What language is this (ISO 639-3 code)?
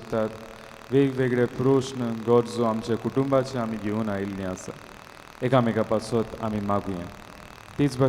kok